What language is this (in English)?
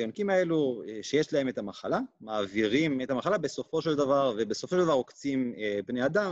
Hebrew